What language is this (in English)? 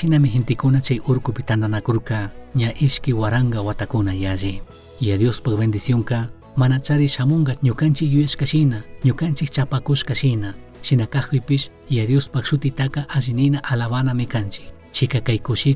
Chimborazo Highland Quichua